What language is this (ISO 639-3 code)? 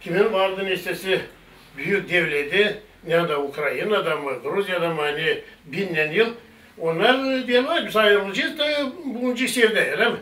gag